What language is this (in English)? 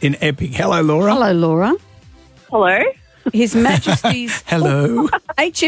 English